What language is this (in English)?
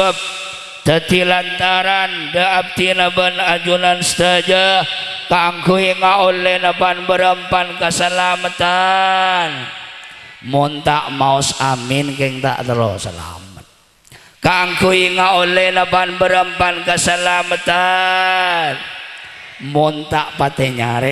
Madurese